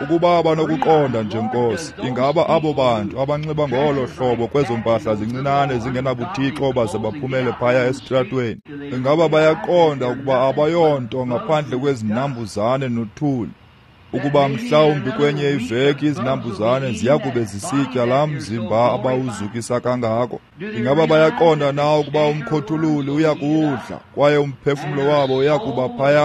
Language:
Xhosa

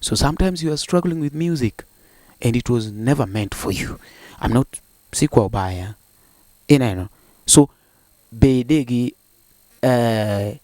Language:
Luo (Kenya and Tanzania)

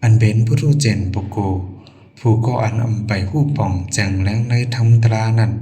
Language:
Shan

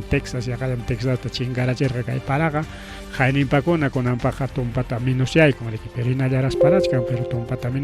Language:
Ayacucho Quechua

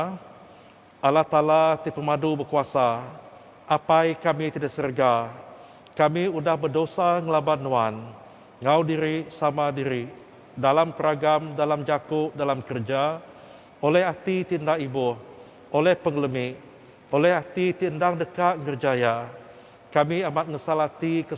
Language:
Iban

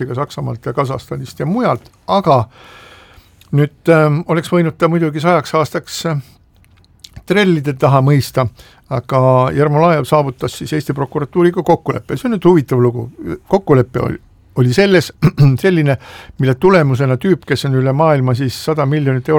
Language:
Estonian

